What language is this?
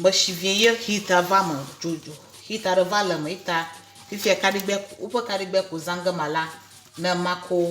Ewe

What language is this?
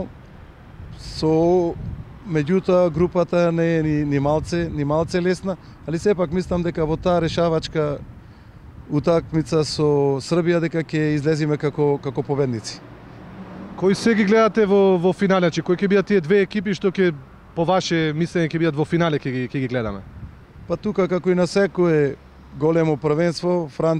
Macedonian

